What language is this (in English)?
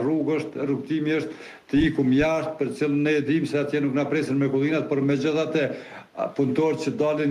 Albanian